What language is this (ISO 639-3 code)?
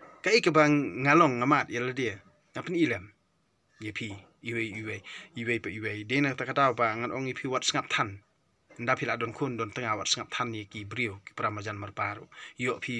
kha